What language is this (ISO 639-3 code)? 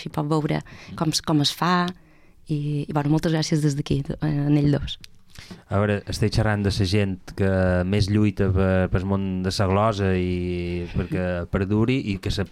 cat